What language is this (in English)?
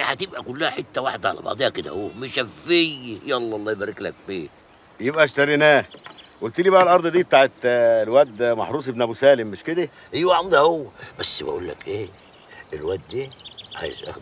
Egyptian Arabic